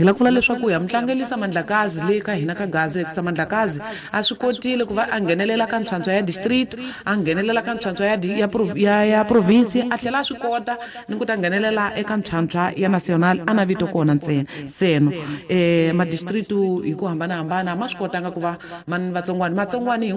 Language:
Tsonga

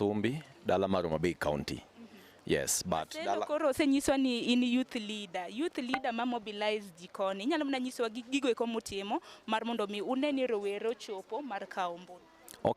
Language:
Luo (Kenya and Tanzania)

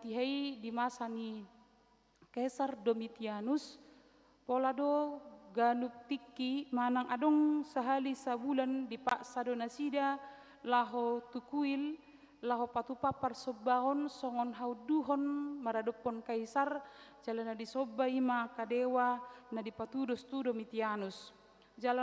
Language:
Batak Toba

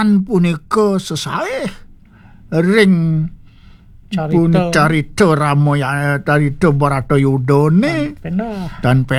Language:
Balinese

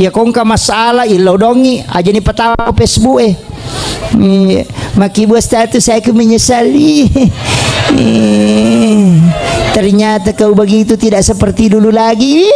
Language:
Buginese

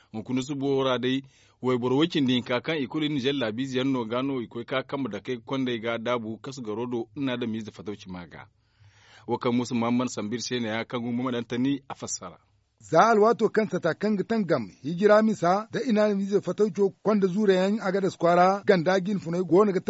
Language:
Zarma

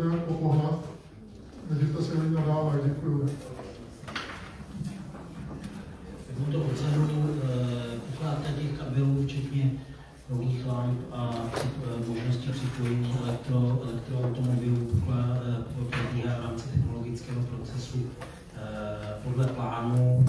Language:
Czech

